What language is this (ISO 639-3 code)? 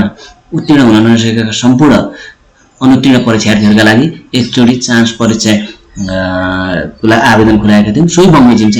nep